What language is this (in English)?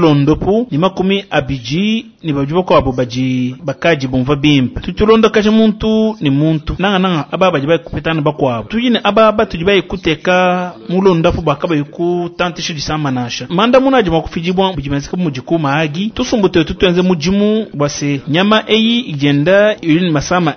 Luba-Lulua